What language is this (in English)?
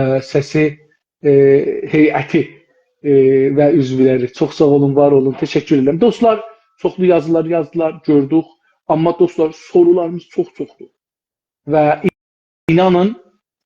South Azerbaijani